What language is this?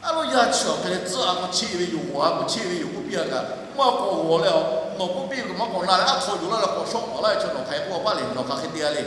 Lahu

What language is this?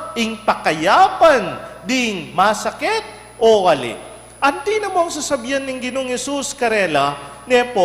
Pampanga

